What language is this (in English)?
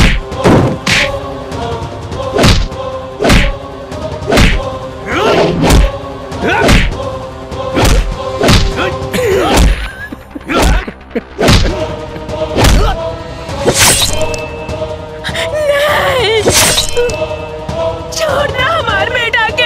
Bhojpuri